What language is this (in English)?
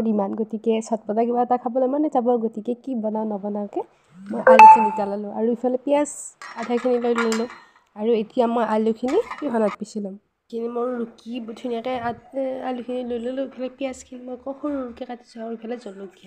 Assamese